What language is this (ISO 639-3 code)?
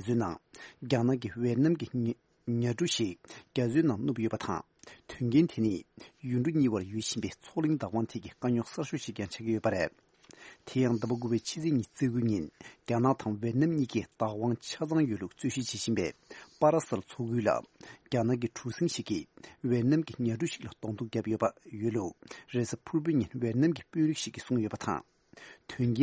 bod